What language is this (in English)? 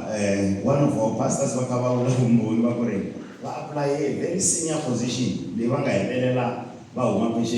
Tsonga